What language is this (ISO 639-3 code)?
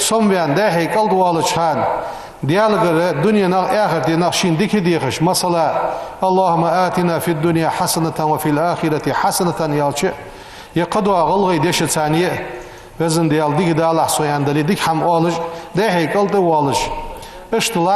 inh